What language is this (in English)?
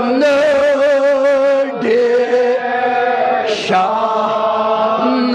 Kashmiri